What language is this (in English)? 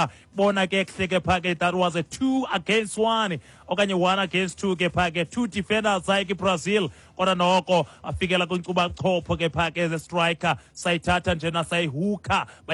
Xhosa